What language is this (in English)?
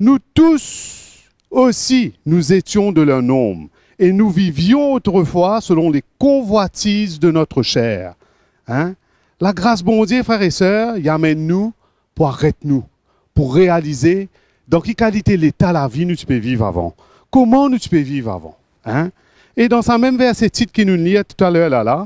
Morisyen